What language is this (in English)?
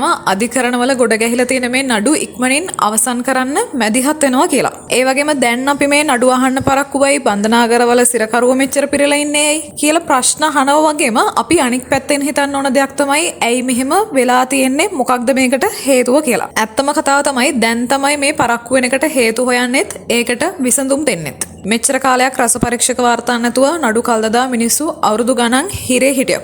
Sinhala